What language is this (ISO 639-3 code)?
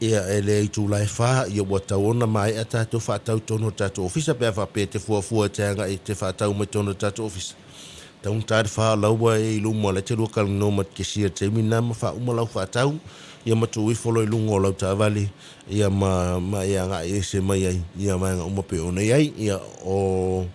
smo